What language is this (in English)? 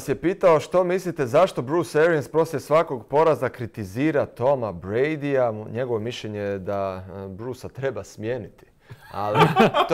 Croatian